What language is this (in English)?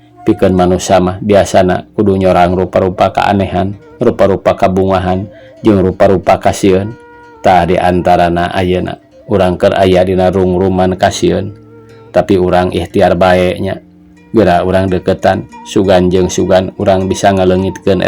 Sundanese